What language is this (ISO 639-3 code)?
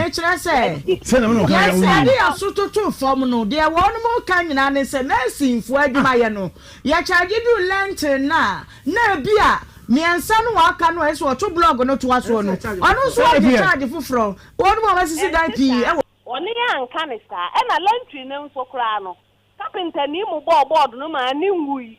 aka